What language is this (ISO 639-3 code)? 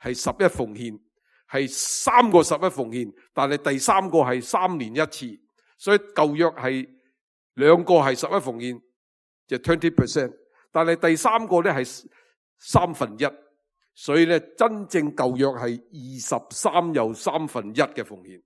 yue